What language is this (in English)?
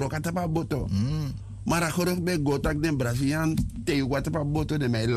Sranan Tongo